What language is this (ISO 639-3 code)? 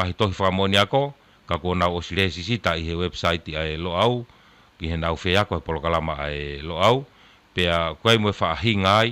ton